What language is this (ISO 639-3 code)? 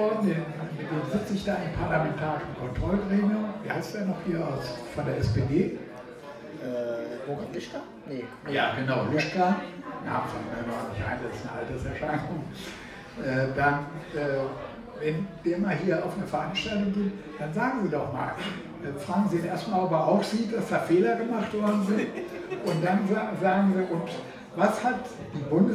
deu